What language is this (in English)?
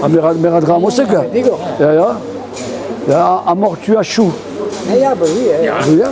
Breton